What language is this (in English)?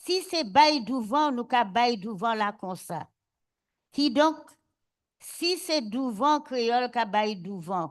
Guadeloupean Creole French